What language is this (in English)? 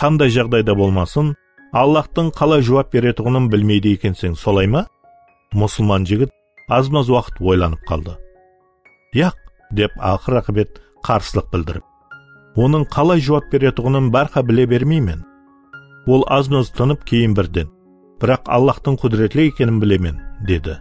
Kara-Kalpak